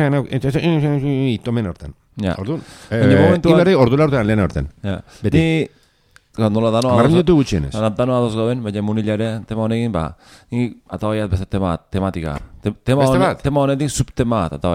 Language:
Basque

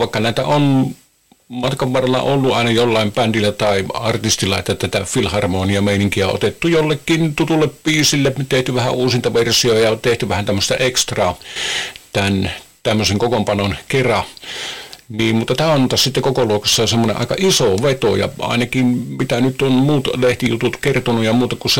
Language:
Finnish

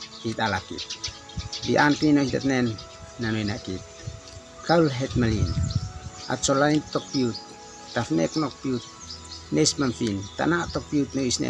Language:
Uab Meto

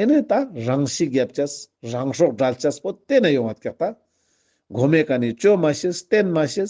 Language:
Ladakhi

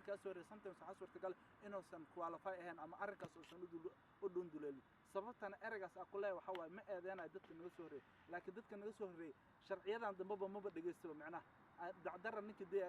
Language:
Somali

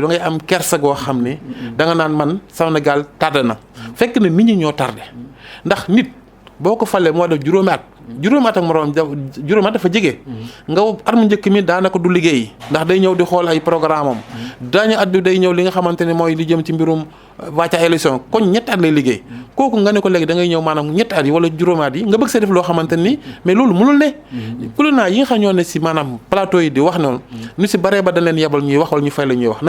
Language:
Wolof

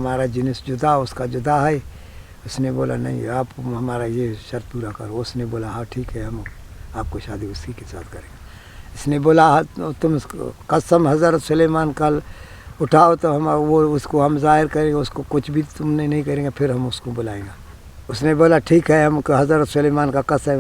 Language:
Brahui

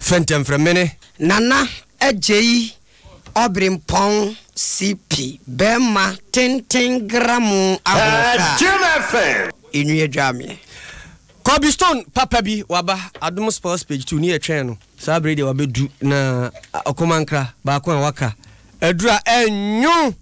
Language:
Akan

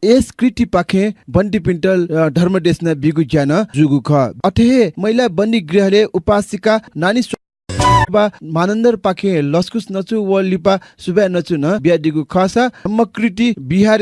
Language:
Newari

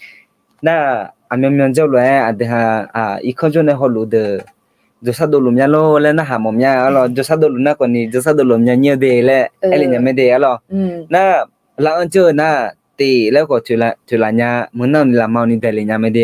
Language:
Akha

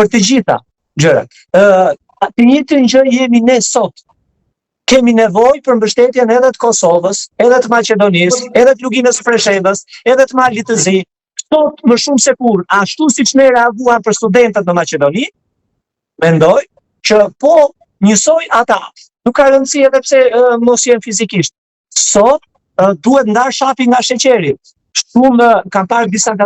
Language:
Albanian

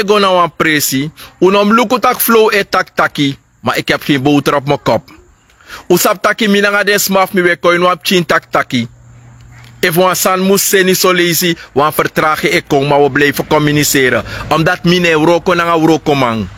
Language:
Sranan Tongo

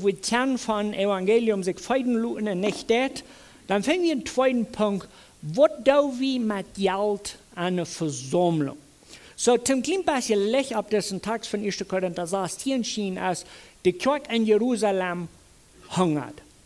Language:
Plautdietsch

